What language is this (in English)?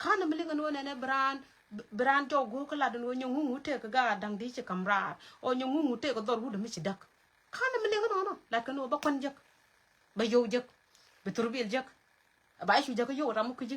Nuer